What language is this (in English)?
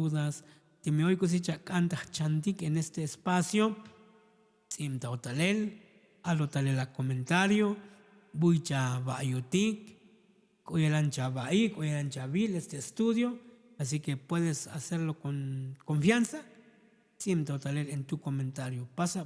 Tzotzil